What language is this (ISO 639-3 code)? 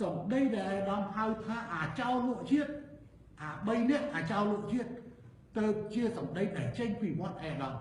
khm